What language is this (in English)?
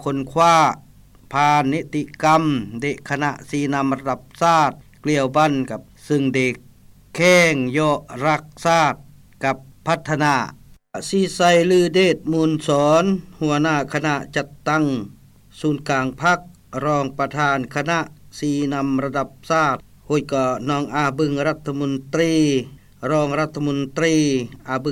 Lao